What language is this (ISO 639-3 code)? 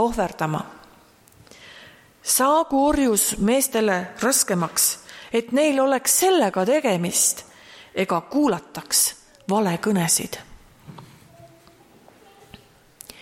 est